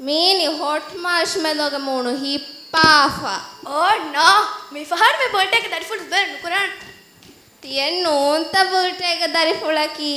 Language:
Divehi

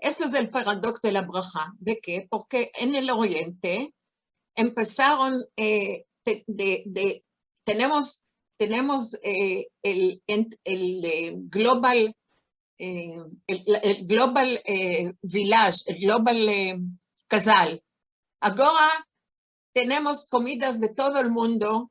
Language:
Ladino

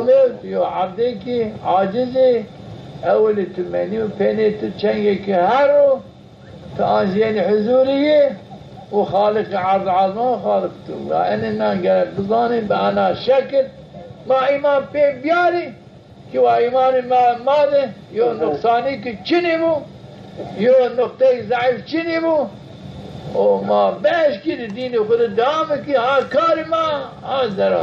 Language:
Zaza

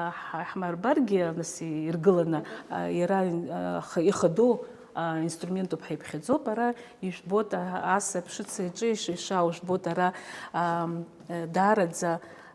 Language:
Abkhazian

